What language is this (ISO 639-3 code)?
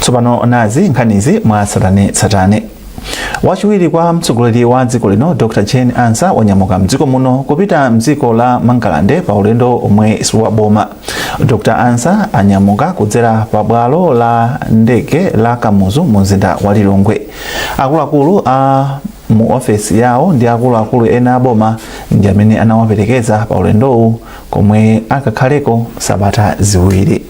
nya